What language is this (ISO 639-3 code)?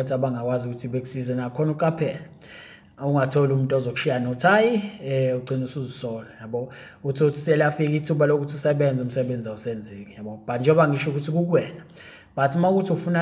zul